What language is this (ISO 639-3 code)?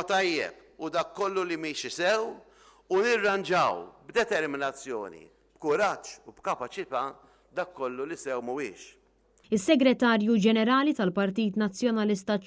mlt